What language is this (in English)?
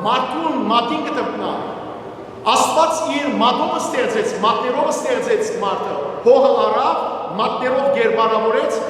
Western Armenian